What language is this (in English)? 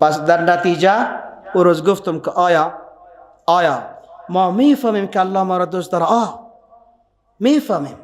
Persian